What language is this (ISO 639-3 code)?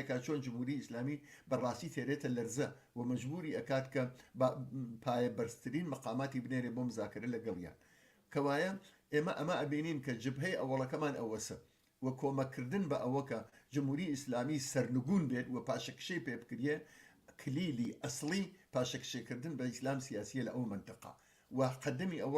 ckb